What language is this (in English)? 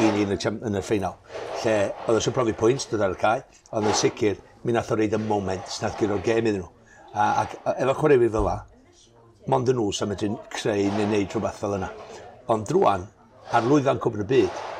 Welsh